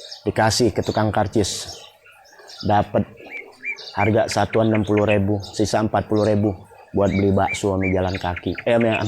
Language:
Betawi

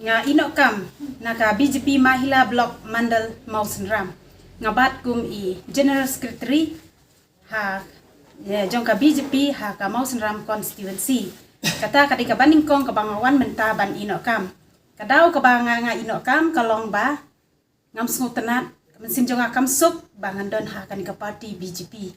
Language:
Khasi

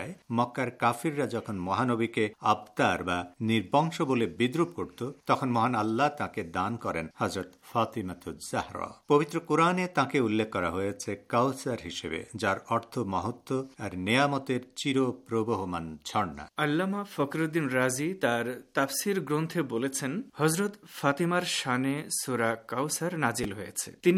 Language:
Bangla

